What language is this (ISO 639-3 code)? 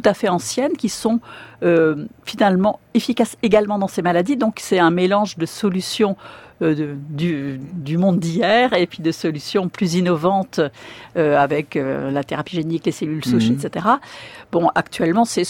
fra